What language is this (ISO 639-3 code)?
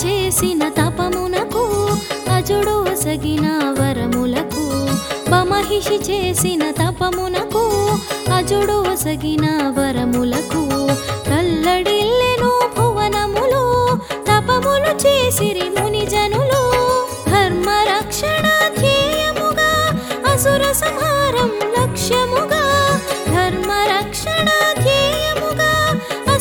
tel